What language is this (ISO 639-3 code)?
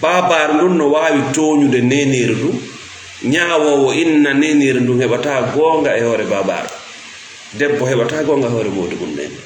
ful